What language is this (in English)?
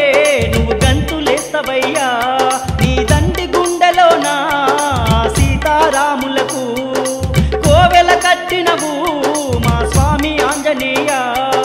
Telugu